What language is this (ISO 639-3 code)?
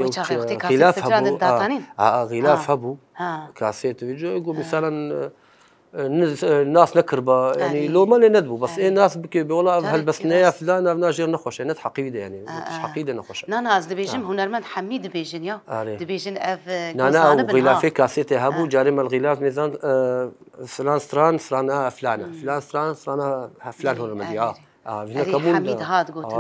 kur